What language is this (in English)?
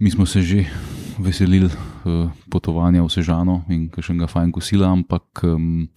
Slovenian